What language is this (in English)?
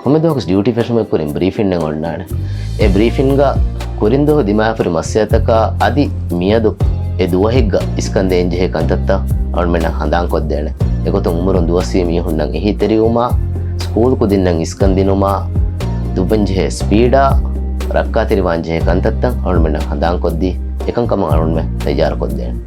Divehi